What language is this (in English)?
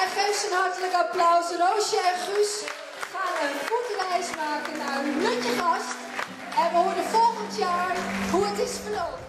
Gronings